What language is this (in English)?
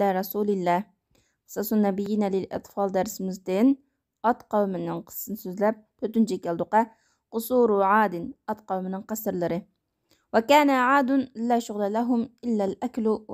Uyghur